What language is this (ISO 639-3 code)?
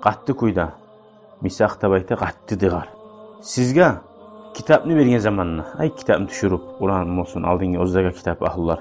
kum